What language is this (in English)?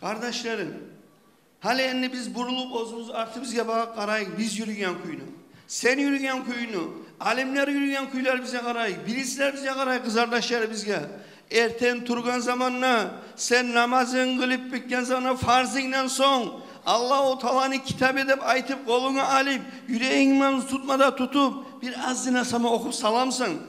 Kumyk